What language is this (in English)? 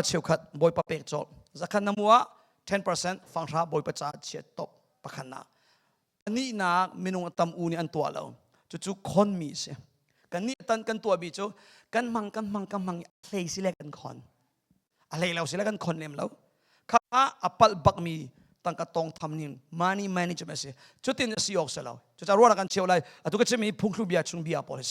Hakha Chin